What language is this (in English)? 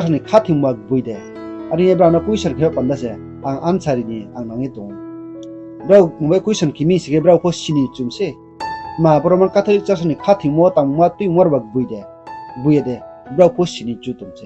Riang (India)